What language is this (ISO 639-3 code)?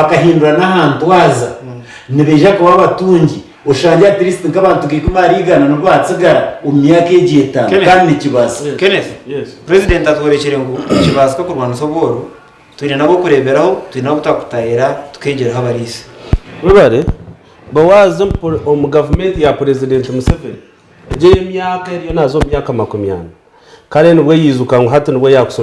nyn